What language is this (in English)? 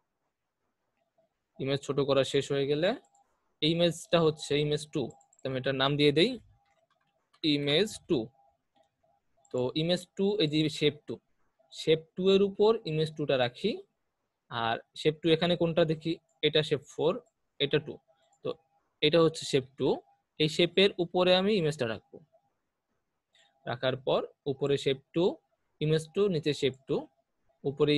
Bangla